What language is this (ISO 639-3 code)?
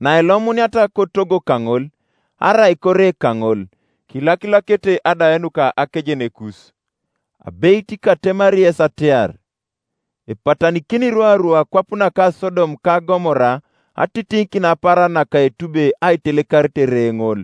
teo